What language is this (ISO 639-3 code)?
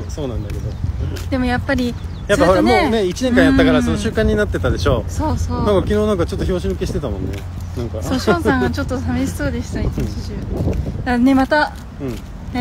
jpn